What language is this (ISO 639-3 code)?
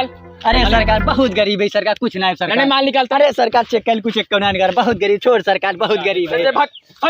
awa